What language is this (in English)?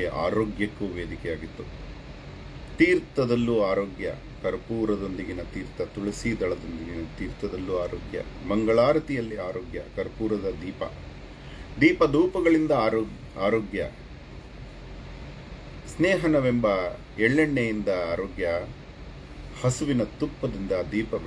Kannada